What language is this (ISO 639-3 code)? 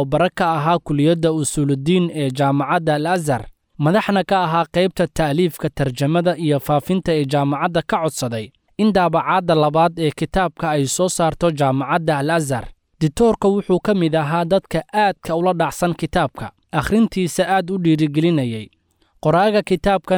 som